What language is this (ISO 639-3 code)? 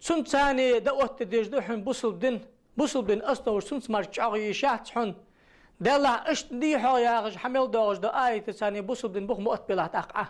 inh